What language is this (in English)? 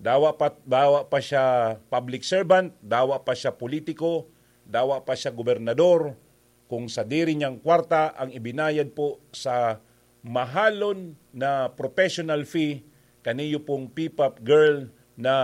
Bikol